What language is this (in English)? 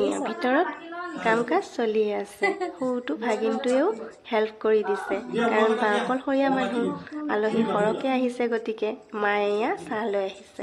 Assamese